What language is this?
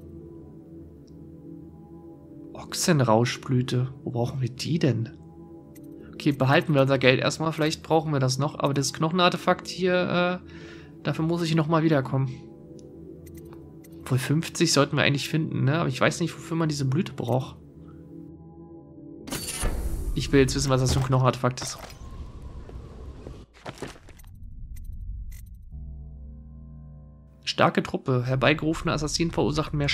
German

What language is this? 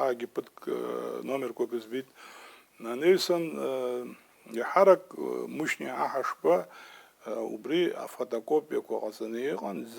Abkhazian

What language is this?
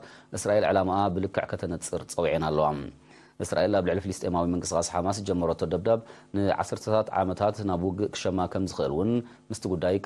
Tigrinya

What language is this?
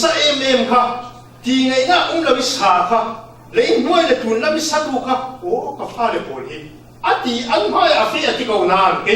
Falam Chin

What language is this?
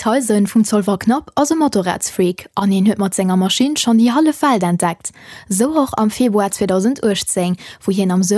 Luxembourgish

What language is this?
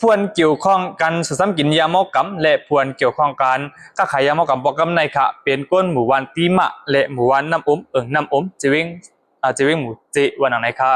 Shan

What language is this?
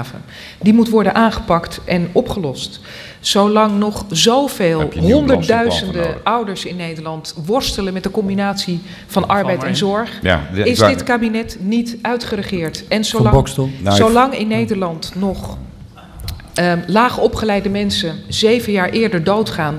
Dutch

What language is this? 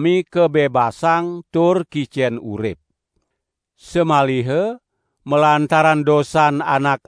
Balinese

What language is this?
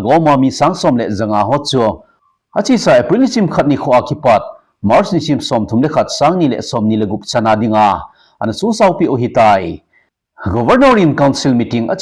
Thado Chin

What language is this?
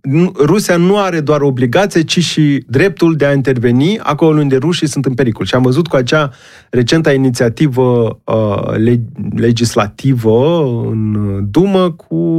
Romanian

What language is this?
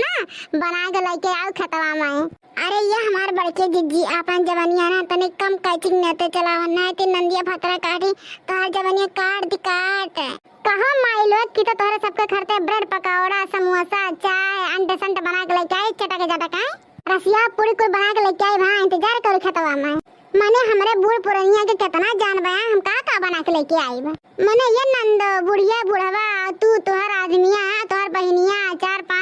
Awadhi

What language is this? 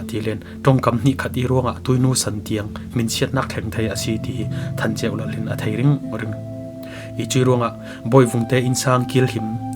Falam Chin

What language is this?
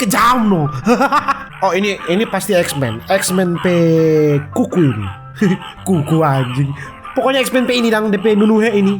Manado Malay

